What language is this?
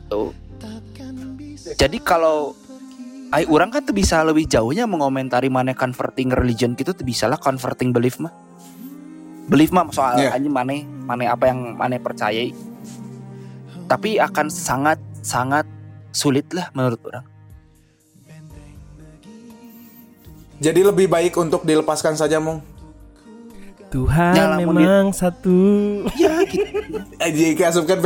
Indonesian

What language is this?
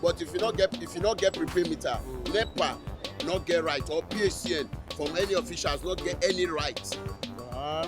Nigerian Pidgin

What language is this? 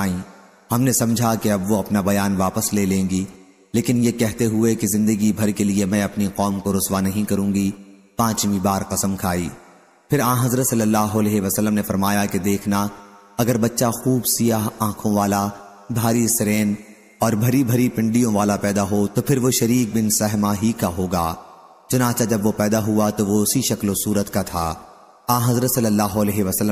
Urdu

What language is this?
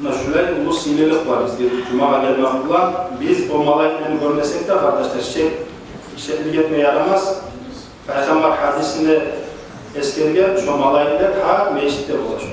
Kumyk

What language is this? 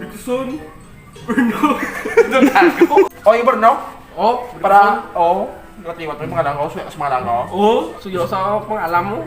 Hiligaynon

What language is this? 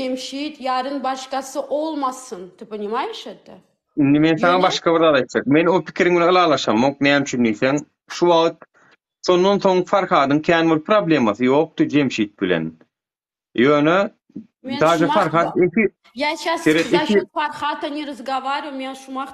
Turkmen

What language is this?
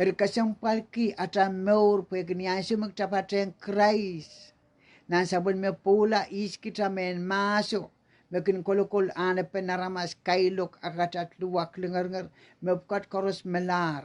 Pohnpeian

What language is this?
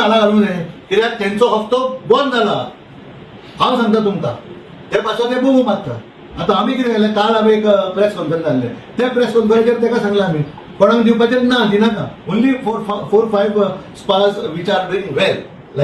Konkani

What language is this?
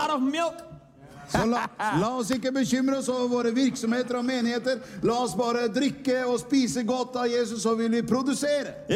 Norwegian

